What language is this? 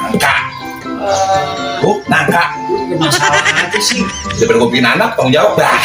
Betawi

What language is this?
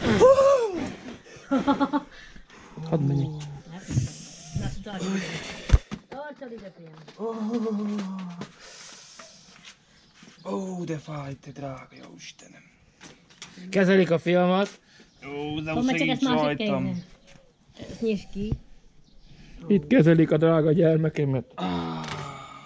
Hungarian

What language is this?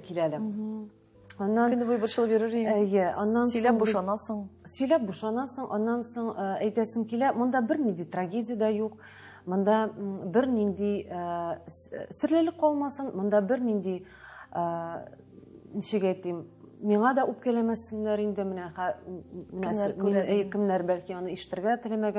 Tatar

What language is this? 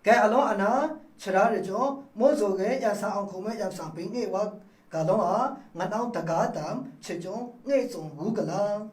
Maru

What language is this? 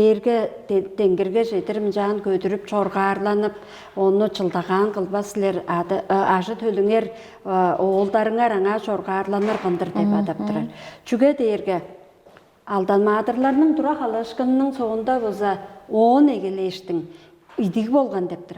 Tuvinian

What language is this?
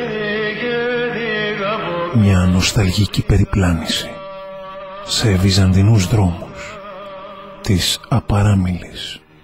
Greek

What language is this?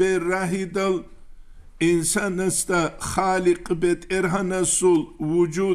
Avaric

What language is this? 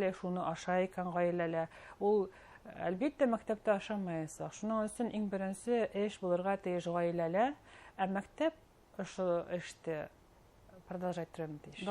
Bashkir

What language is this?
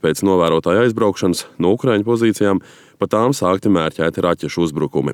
Latvian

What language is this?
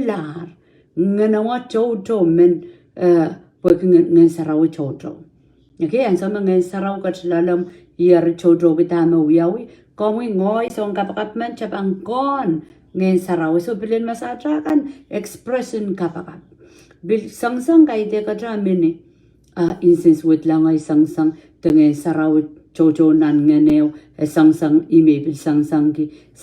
Pohnpeian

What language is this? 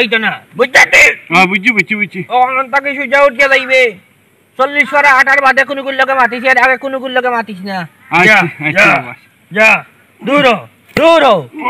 Sylheti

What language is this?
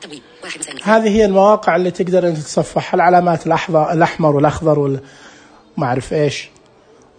Najdi Arabic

